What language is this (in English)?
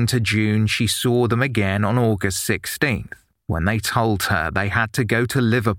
English